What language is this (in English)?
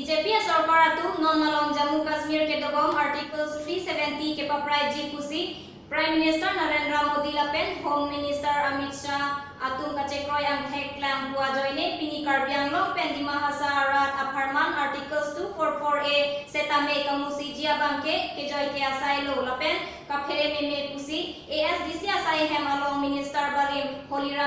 Karbi